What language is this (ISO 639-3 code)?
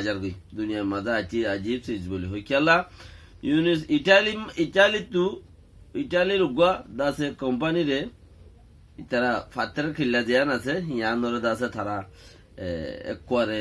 rhg